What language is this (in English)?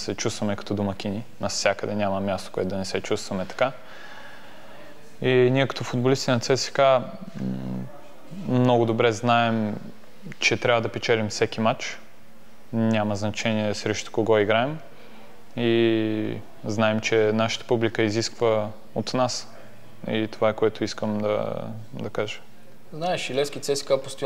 Bulgarian